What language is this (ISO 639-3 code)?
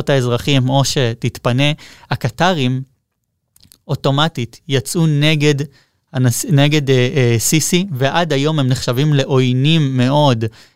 heb